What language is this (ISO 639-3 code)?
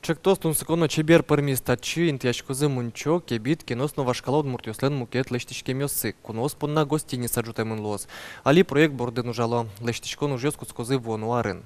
udm